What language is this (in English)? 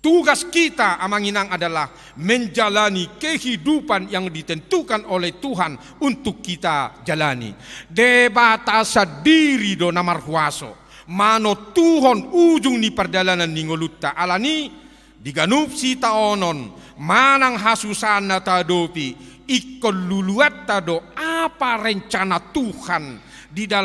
Batak Toba